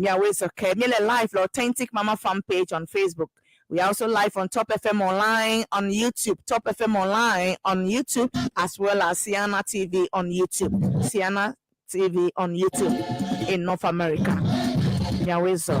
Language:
Ewe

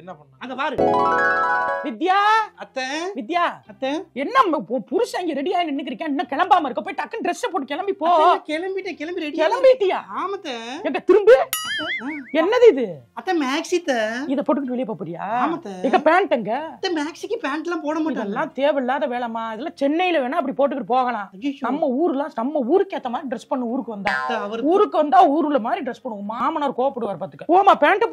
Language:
Tamil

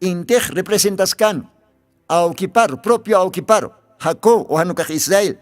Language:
Aymara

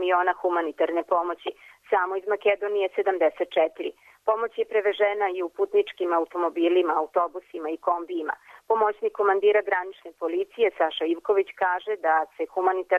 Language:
Serbian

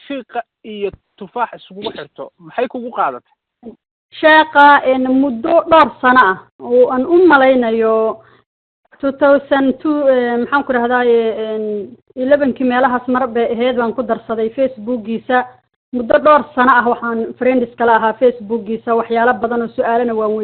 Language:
Somali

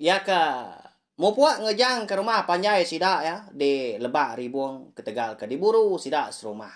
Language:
Iban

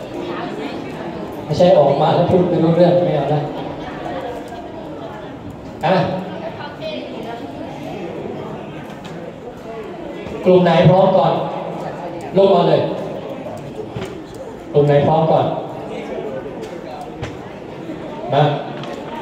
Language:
Thai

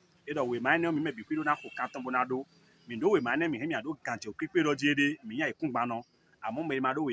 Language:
Fon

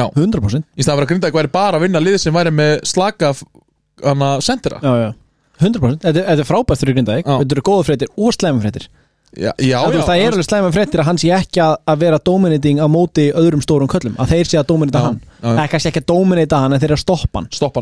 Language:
Icelandic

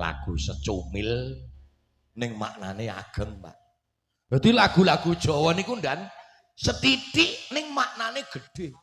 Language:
Javanese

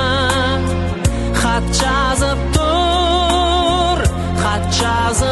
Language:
Kazakh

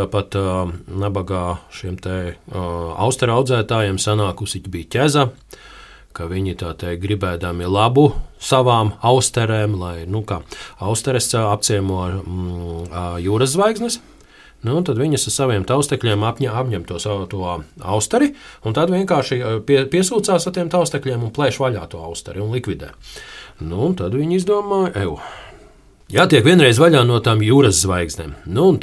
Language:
Latvian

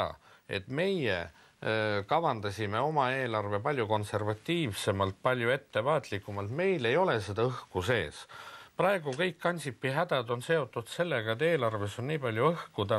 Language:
Estonian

